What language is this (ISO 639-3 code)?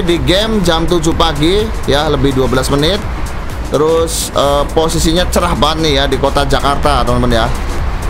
ind